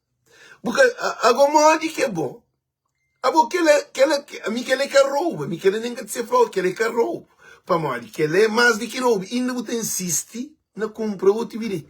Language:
Kabuverdianu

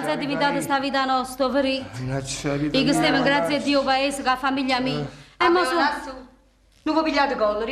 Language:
Neapolitan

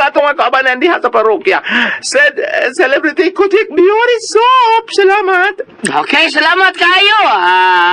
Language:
Cebuano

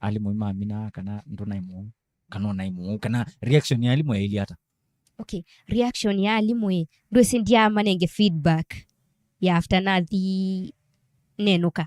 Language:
Kamba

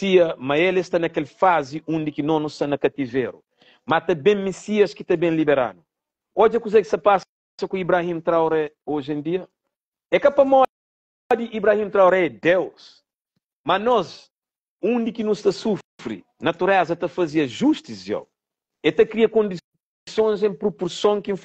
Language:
Kabuverdianu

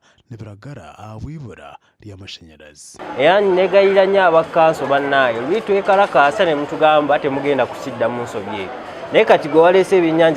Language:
Nyankole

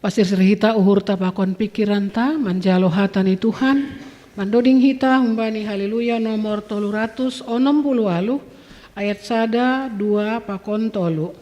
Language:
Batak Simalungun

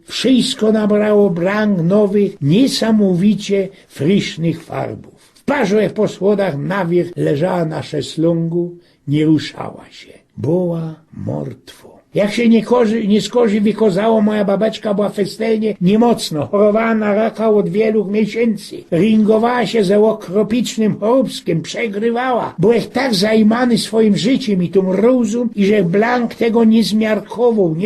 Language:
Silesian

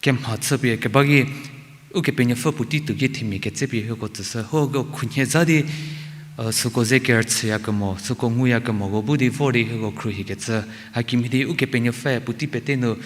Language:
Angami Naga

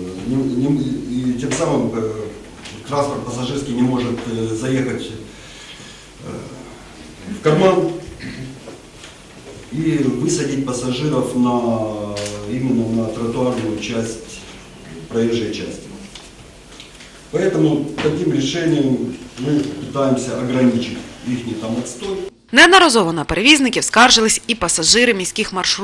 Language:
Ukrainian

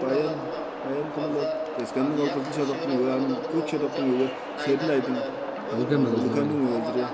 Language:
Tuvinian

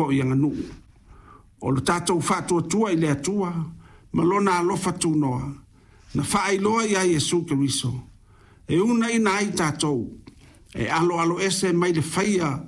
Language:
Samoan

